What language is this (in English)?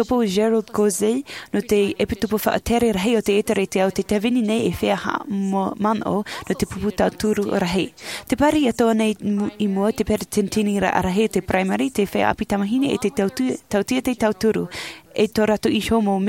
Tahitian